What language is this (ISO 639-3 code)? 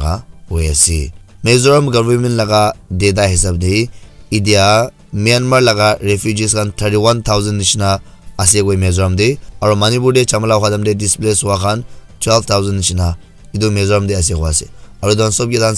nag